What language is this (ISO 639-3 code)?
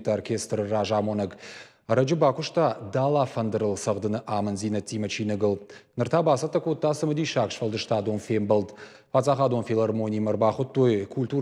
oss